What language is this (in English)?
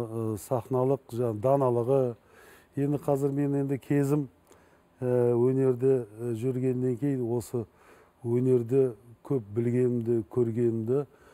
Kazakh